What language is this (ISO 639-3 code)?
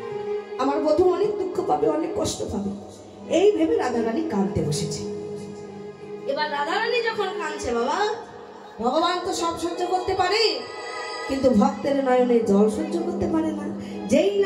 ben